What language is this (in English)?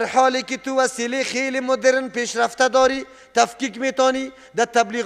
Persian